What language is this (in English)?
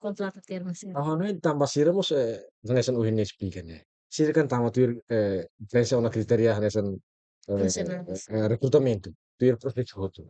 Tetum